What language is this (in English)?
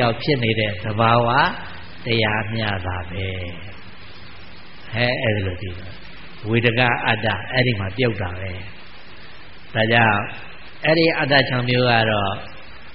Burmese